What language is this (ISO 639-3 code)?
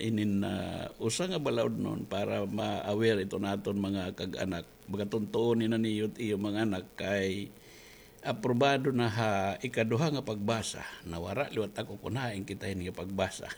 war